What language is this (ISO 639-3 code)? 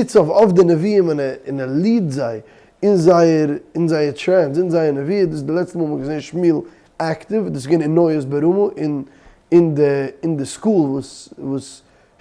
yid